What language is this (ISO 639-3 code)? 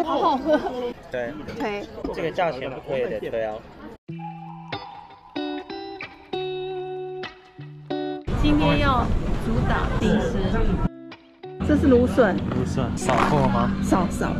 zho